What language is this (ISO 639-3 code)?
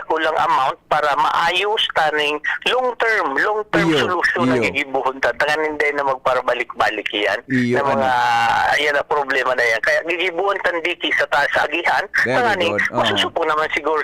bik